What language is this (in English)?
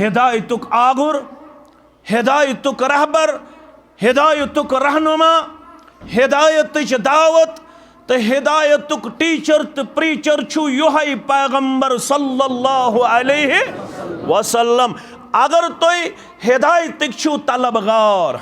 Kashmiri